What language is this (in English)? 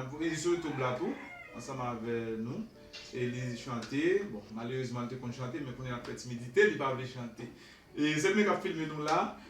Haitian Creole